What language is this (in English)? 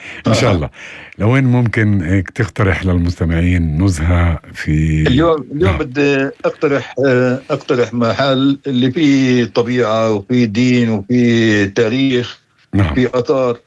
North Levantine Arabic